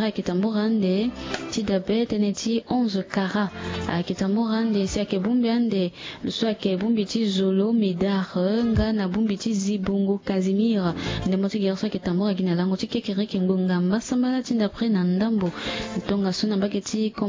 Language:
Sango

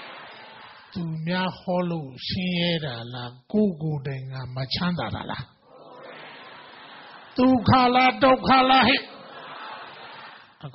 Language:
Burmese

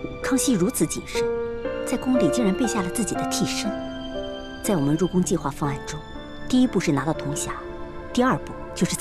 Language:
Chinese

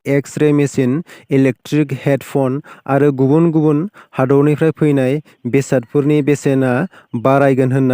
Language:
Bodo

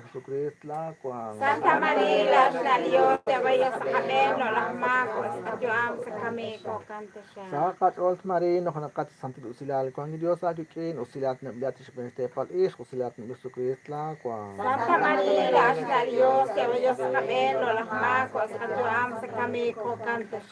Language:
Kekchí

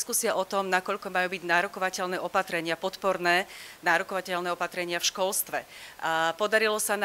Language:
Slovak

